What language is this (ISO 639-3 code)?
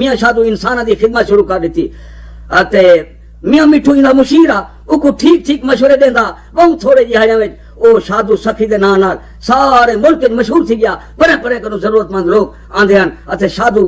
skr